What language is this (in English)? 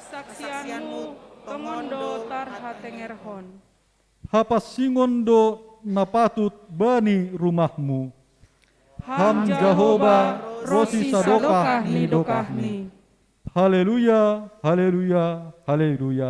Batak Simalungun